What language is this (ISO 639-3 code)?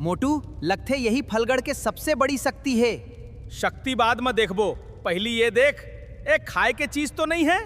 hne